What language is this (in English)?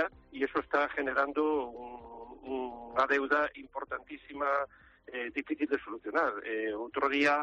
Galician